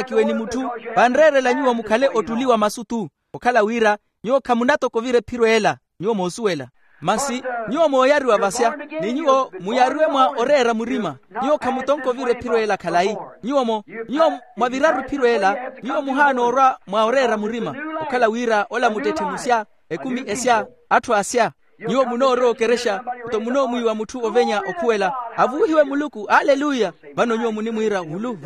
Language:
Makhuwa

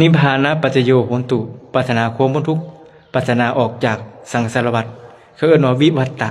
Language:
Lao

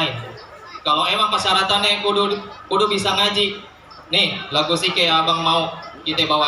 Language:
Betawi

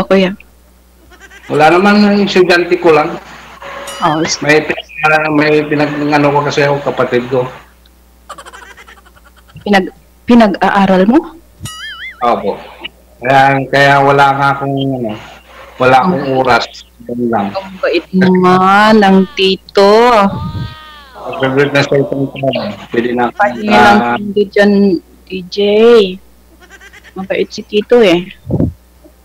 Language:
Filipino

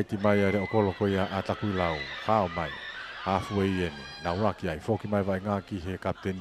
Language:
Tongan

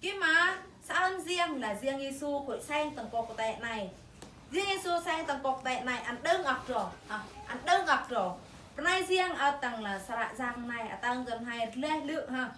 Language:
Eastern Bru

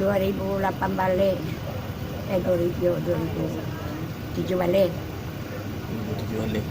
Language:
Minangkabau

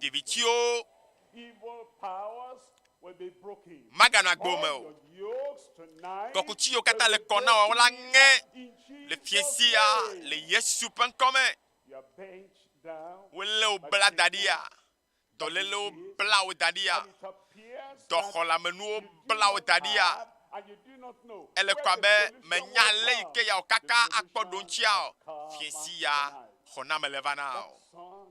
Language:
Ewe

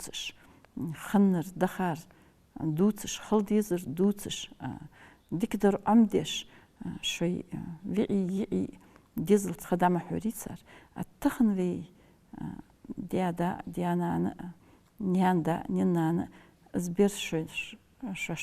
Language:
Ingush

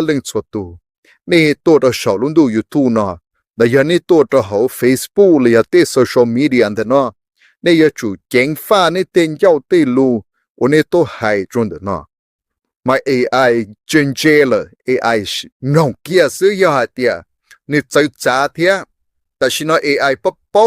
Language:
Hmong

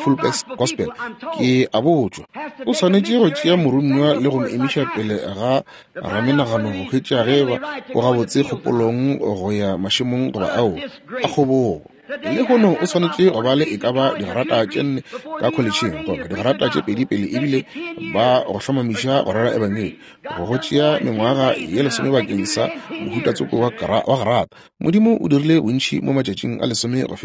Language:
Northern Sotho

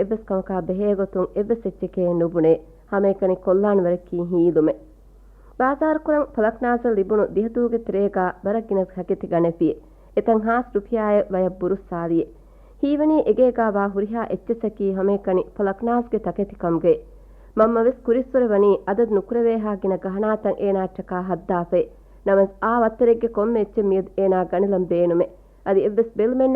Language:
Divehi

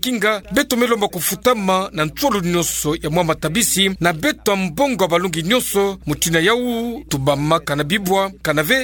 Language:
Kituba (Democratic Republic of Congo)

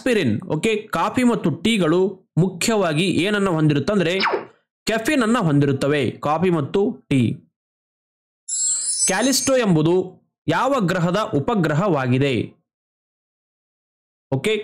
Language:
Kannada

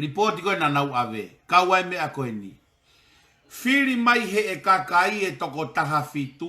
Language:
Tongan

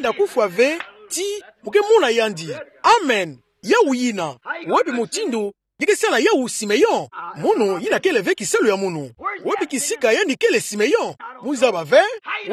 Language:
Kituba (Democratic Republic of Congo)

